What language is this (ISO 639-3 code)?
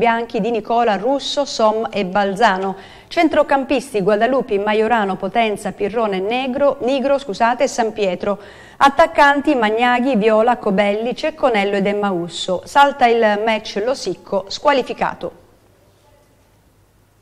ita